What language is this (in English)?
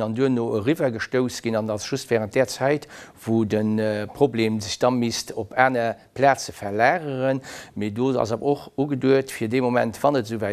Luxembourgish